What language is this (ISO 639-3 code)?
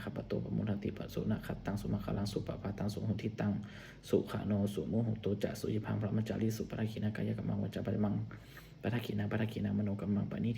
pli